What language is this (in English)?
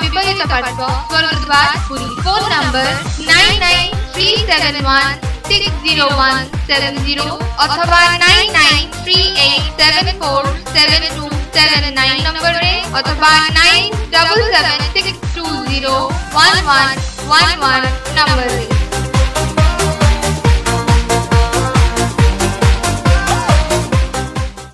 Odia